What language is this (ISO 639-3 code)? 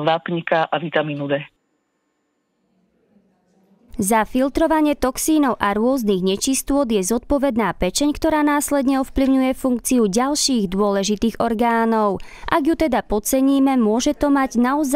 slk